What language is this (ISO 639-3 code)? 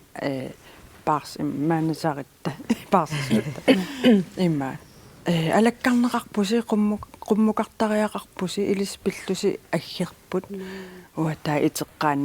kal